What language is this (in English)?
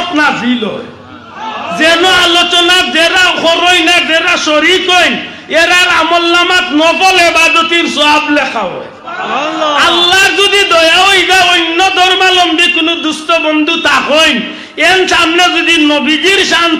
Sylheti